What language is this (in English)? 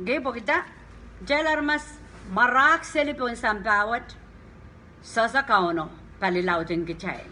Pohnpeian